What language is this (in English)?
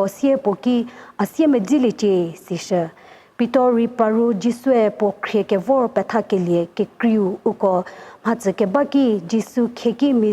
Angami Naga